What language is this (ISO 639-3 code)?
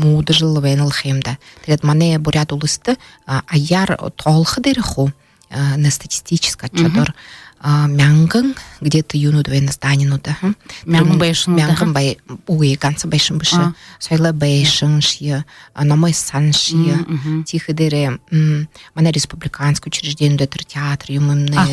bua